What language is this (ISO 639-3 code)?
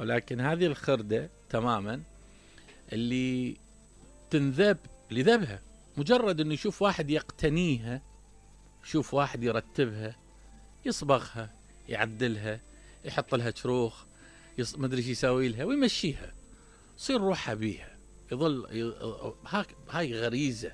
acm